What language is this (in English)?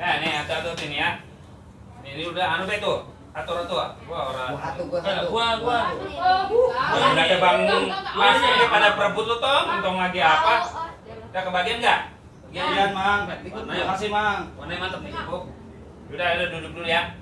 Betawi